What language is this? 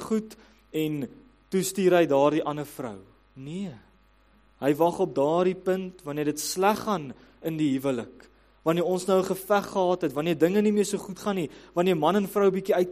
Afrikaans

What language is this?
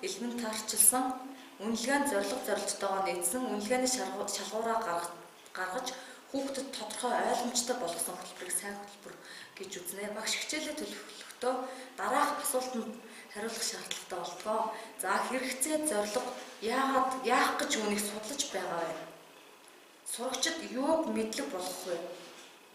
Mongolian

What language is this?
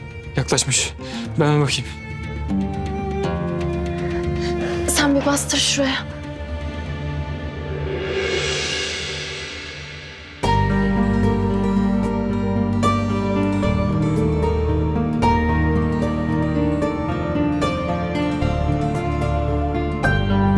Turkish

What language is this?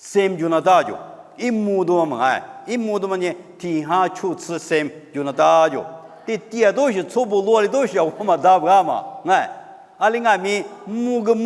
Lisu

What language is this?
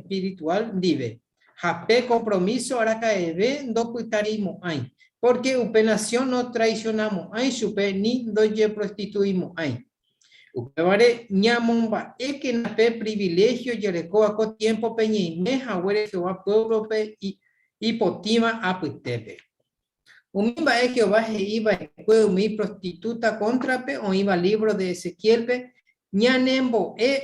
Guarani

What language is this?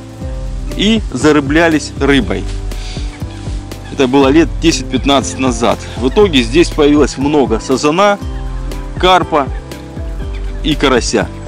Russian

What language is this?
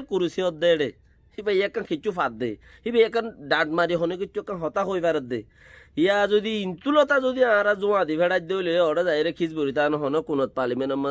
Rohingya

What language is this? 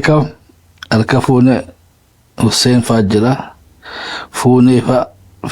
Oromo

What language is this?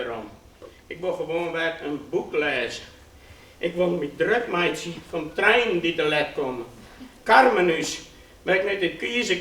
Western Frisian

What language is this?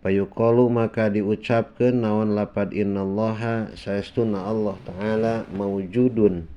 Sundanese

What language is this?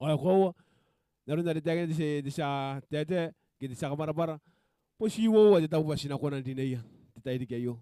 Gilbertese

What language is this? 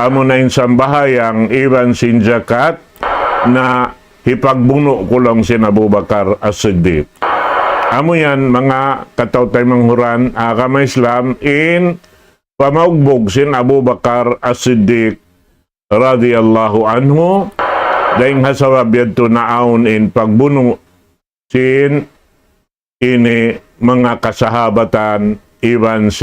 Tausug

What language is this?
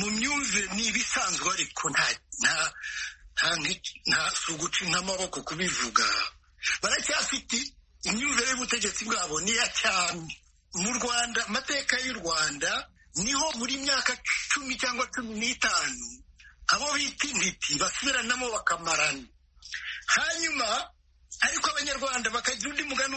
Kinyarwanda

